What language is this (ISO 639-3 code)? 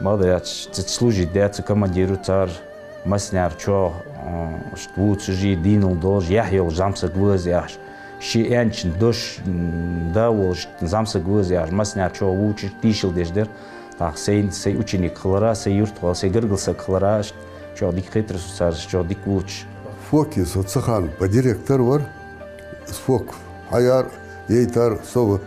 inh